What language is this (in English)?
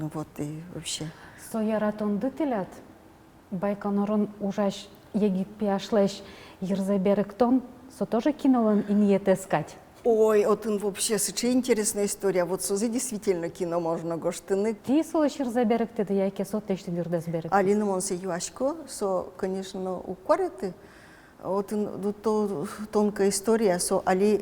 Udmurt